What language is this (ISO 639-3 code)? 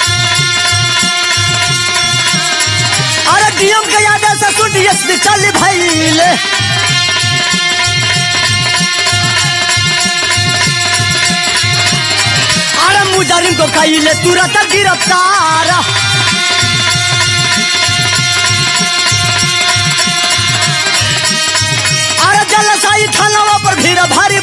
bho